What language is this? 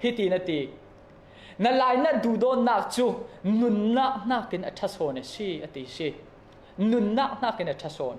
Falam Chin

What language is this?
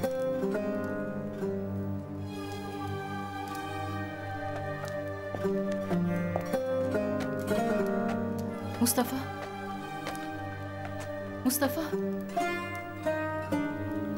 Turkish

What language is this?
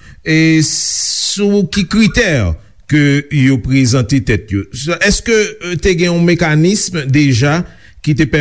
Haitian Creole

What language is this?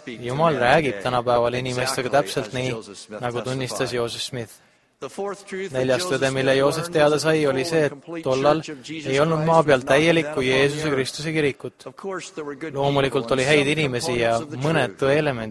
Estonian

